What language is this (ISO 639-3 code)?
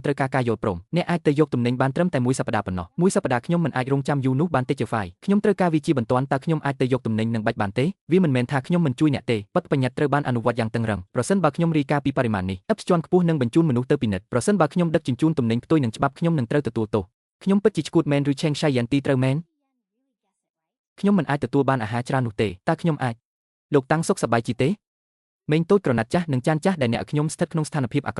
khm